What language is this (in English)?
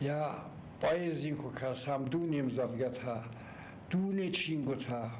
Ossetic